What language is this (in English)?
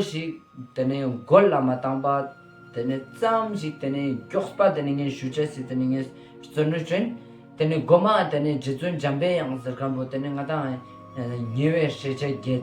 Ladakhi